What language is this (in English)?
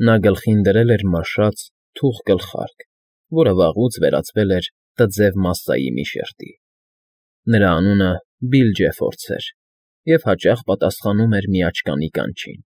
Armenian